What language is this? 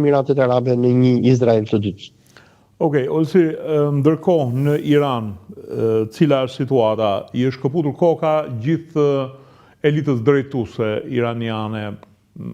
Albanian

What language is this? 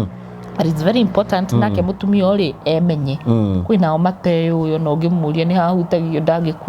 Kikuyu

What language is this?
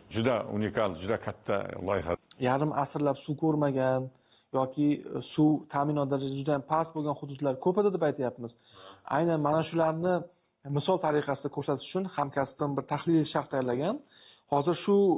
Uzbek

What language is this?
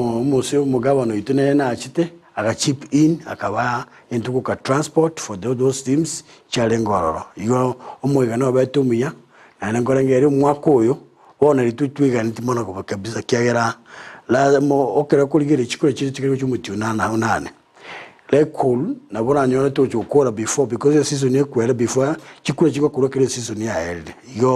Gusii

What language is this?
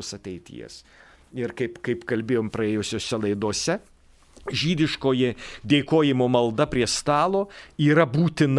Lithuanian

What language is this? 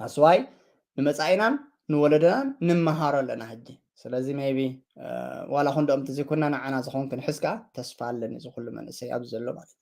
Tigrinya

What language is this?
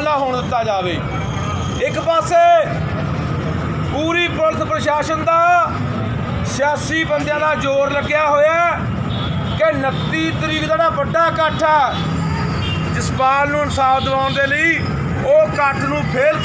Punjabi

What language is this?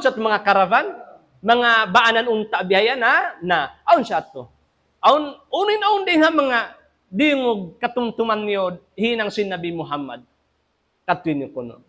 Tausug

